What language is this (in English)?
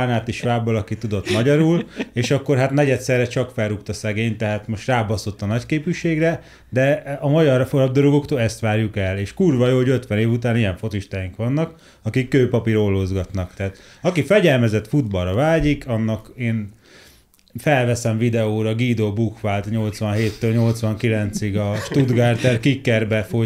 Hungarian